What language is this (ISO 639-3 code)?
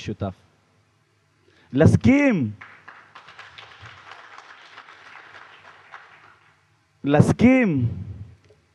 heb